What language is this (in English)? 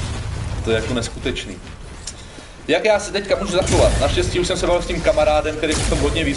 Czech